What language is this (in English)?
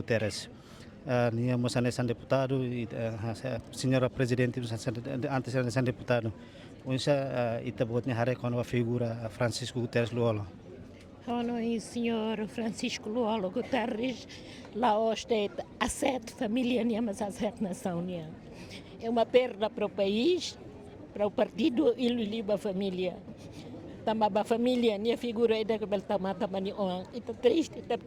Tetum